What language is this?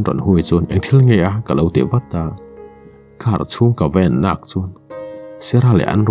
Mizo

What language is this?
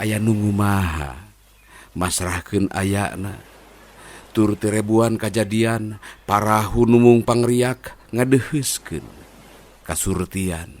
Sundanese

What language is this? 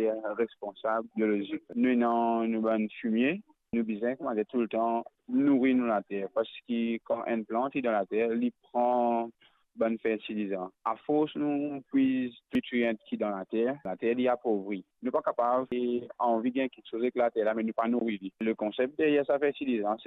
Morisyen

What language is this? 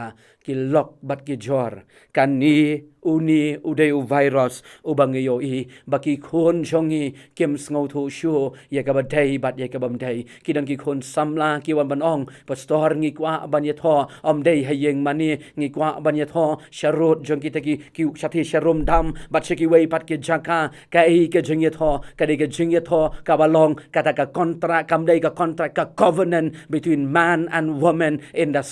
Khasi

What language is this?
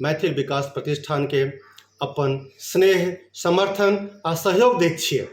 Maithili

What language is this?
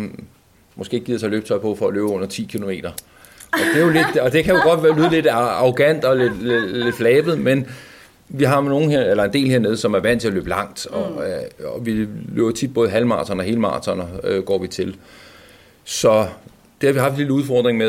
Danish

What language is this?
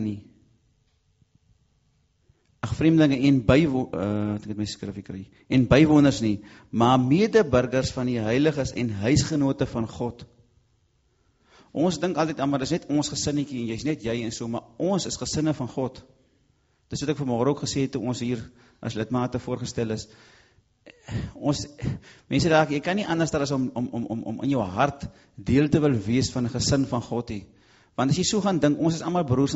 Afrikaans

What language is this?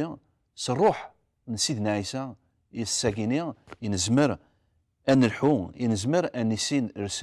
Kabyle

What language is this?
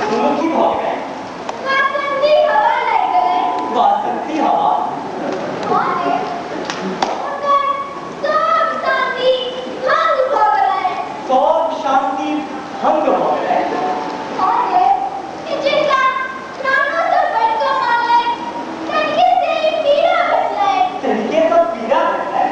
Maithili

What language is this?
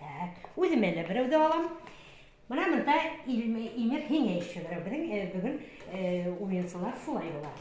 Bashkir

